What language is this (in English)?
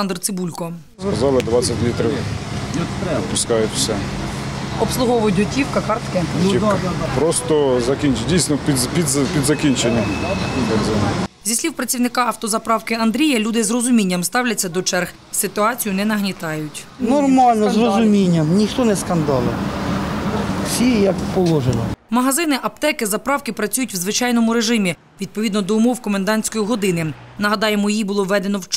Ukrainian